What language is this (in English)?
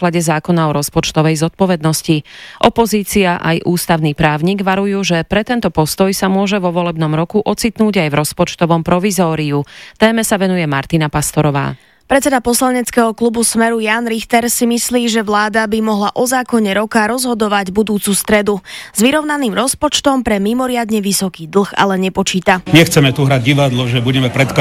Slovak